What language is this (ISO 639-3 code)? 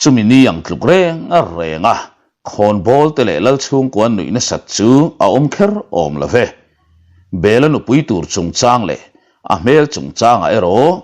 lus